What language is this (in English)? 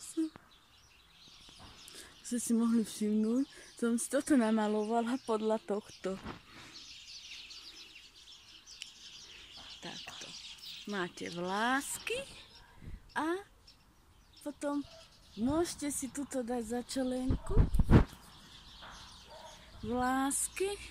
Slovak